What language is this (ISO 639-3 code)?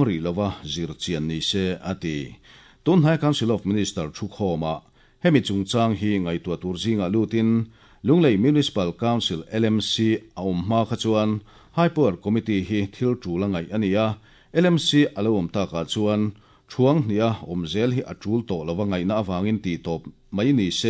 lus